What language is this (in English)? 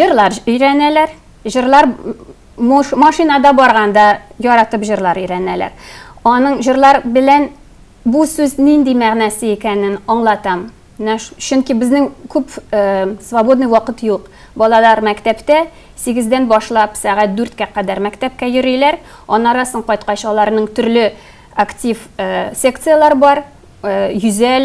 Tatar